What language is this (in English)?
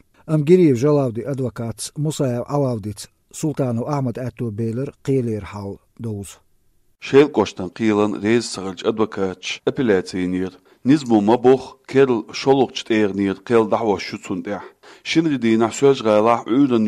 Chechen